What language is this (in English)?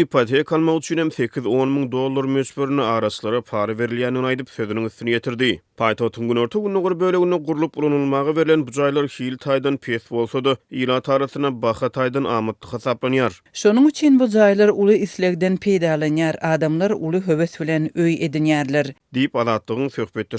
Turkmen